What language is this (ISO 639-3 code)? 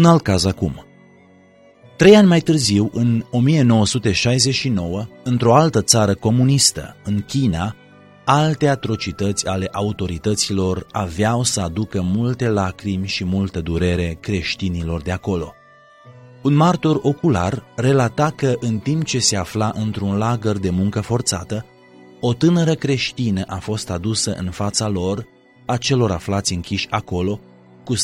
ron